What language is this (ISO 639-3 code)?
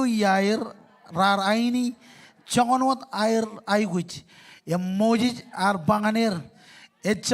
mah